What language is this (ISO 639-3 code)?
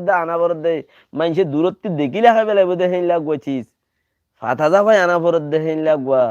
rhg